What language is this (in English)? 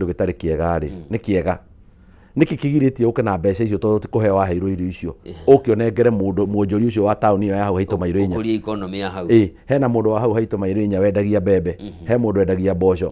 Kikuyu